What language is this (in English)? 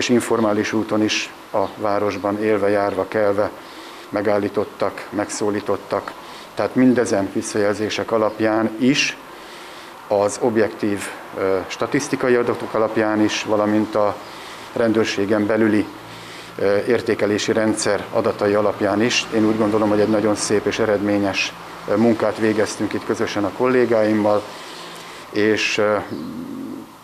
Hungarian